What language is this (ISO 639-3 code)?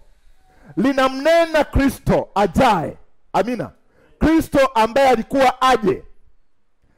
swa